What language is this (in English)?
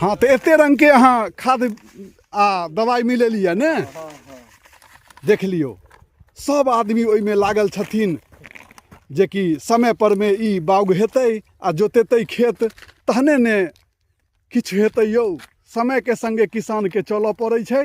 Maithili